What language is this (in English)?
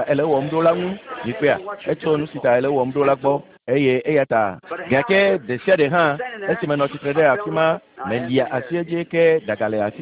Ewe